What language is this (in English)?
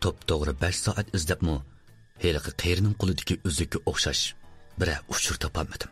Uyghur